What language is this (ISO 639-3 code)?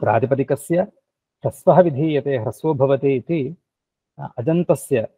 san